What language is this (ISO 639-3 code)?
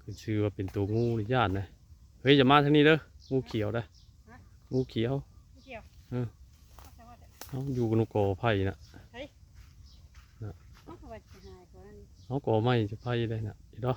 tts